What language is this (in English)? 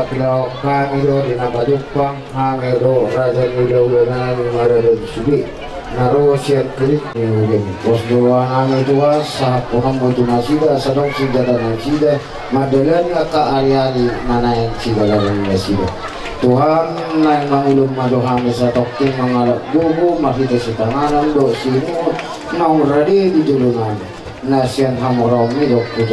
Batak Toba